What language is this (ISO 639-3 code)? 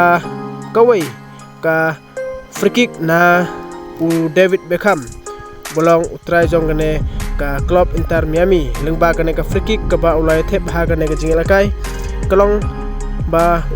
kha